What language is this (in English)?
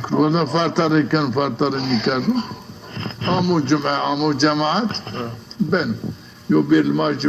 Zaza